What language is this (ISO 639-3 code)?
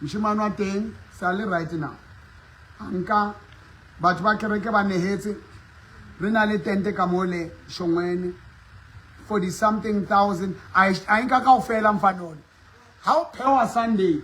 sot